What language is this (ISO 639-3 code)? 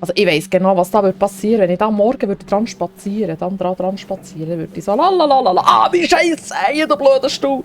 gsw